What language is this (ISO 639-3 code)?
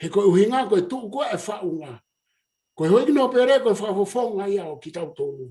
ton